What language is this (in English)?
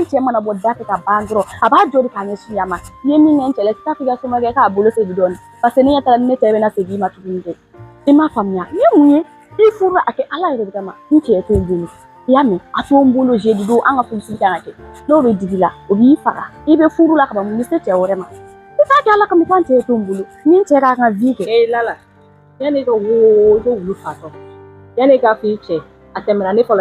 Bambara